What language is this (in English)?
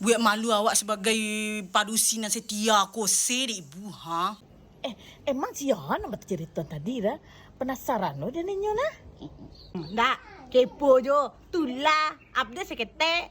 Minangkabau